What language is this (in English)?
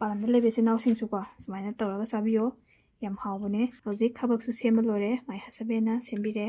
Manipuri